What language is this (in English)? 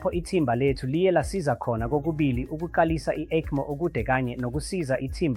Zulu